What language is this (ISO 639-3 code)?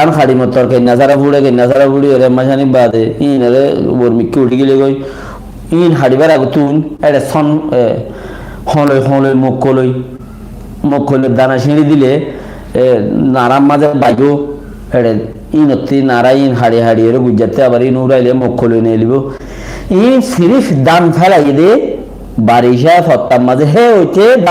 rhg